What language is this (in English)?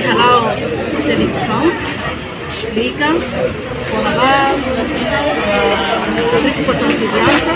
Tetum